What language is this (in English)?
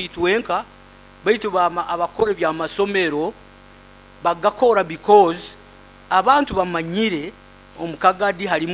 Nyoro